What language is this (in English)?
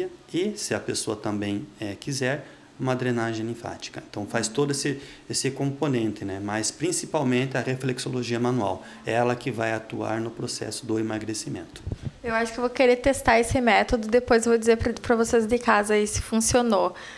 Portuguese